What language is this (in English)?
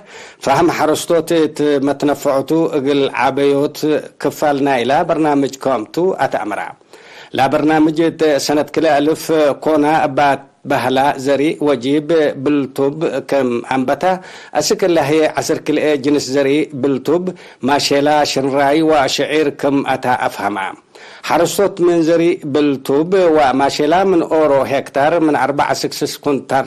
Tigre